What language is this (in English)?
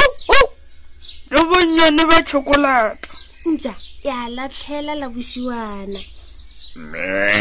Northern Sotho